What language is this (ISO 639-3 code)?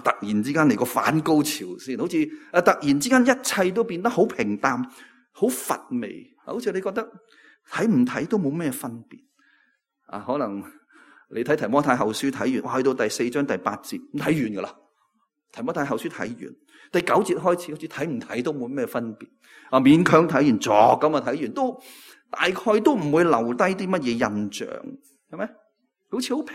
yue